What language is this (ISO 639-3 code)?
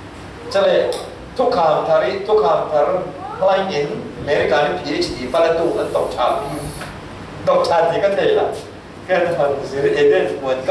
cfm